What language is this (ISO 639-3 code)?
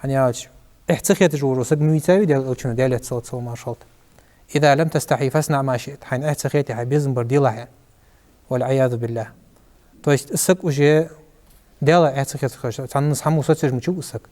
inh